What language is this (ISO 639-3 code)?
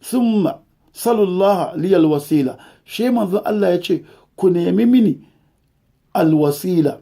hau